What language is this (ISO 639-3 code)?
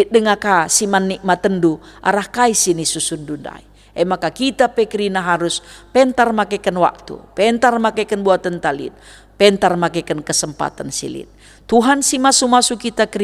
btx